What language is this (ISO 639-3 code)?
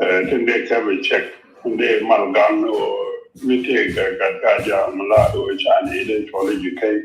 nus